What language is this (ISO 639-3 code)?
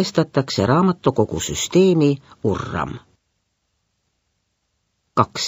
est